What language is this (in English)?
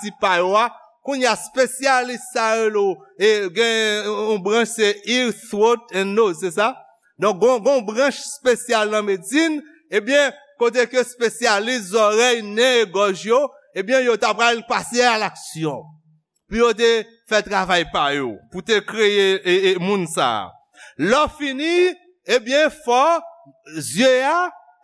Haitian Creole